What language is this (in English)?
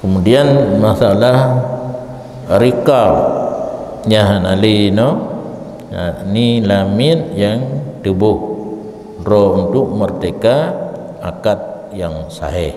Achinese